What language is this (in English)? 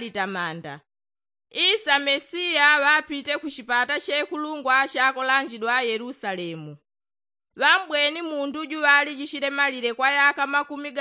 Yao